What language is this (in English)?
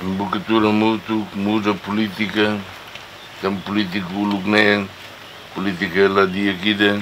Tetum